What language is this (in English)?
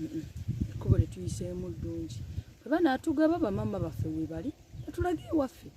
Ganda